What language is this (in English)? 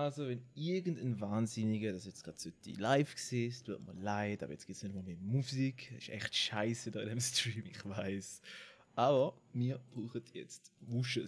Swiss German